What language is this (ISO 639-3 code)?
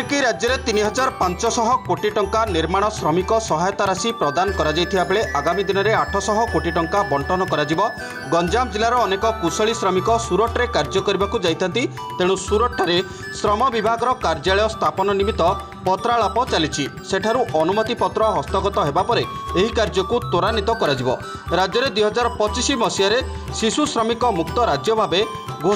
ori